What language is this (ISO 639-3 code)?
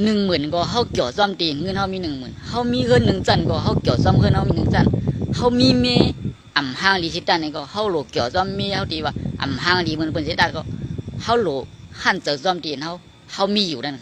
shn